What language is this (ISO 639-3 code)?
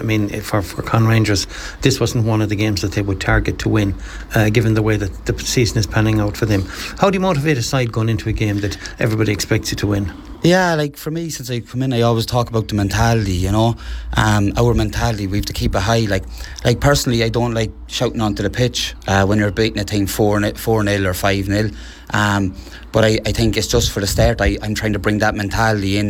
eng